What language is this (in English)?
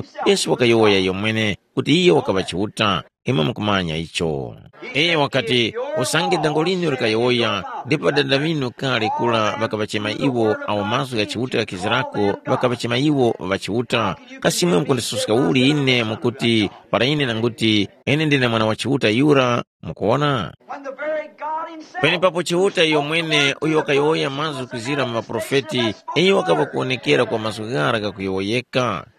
Tumbuka